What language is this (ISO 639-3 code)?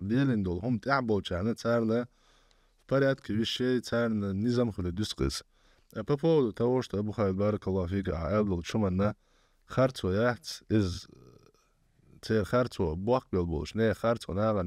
che